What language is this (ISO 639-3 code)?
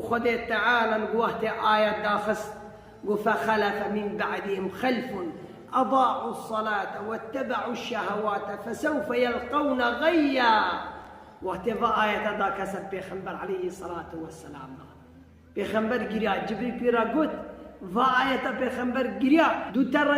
kur